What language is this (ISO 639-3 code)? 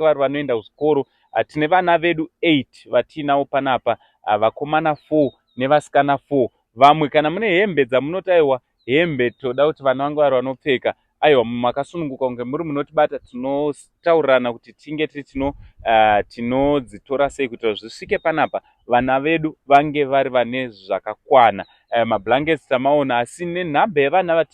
sna